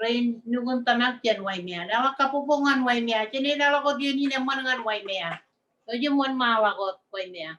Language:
Marshallese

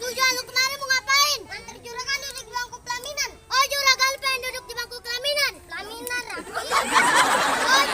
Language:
Betawi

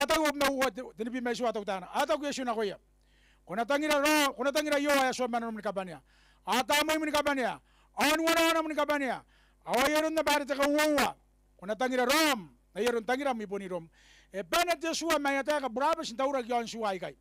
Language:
Gilbertese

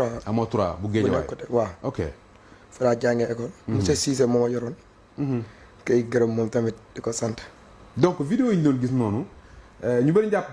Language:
Wolof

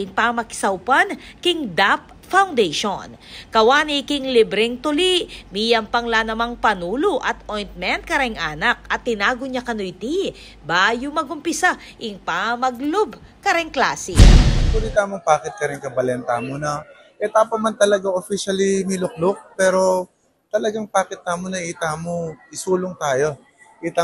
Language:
Pampanga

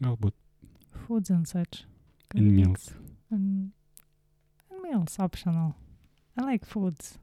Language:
Lithuanian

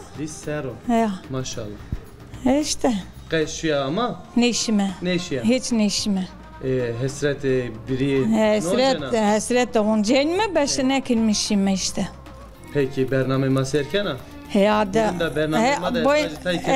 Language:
Zaza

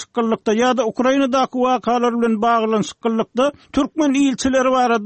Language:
Turkmen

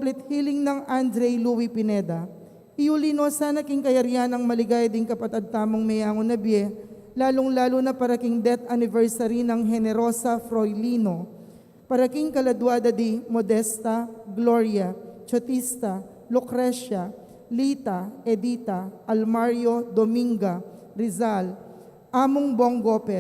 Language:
Pampanga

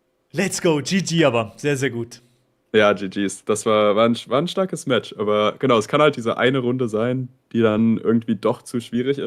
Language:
Swiss German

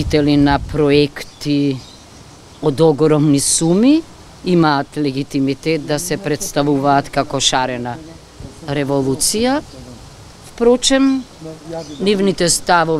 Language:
Macedonian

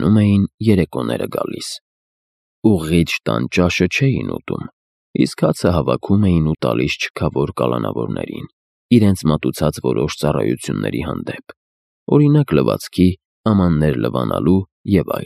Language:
Armenian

